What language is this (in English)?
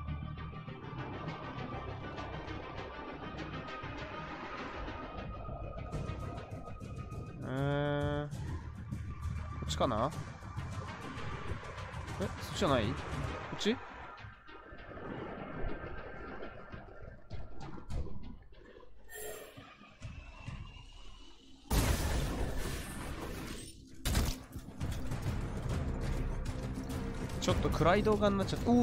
Japanese